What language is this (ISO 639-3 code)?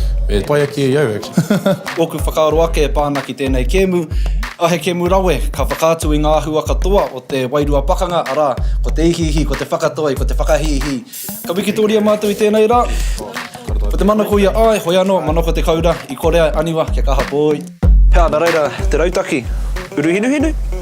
mri